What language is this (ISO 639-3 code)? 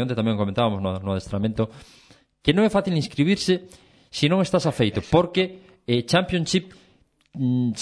glg